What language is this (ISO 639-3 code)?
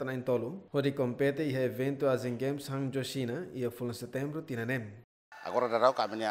tet